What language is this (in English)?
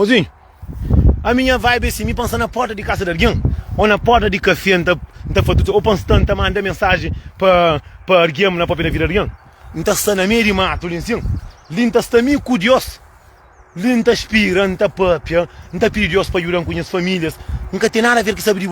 Kabuverdianu